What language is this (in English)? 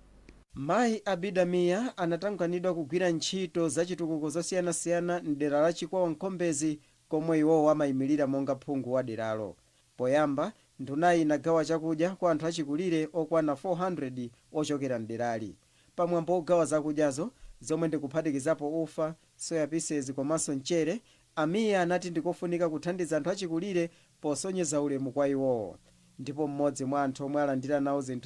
Nyanja